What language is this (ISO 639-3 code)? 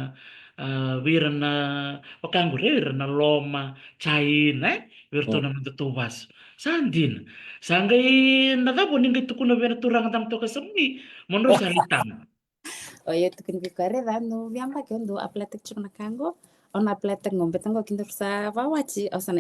fij